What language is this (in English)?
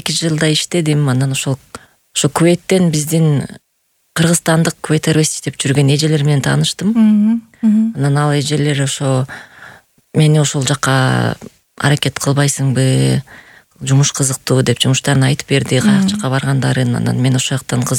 Kyrgyz